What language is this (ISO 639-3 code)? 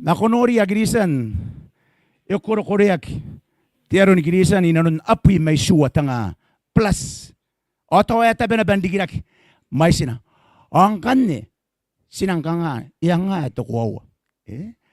gil